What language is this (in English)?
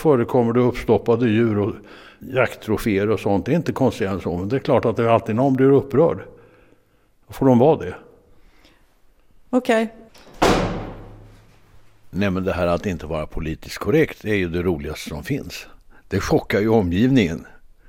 Swedish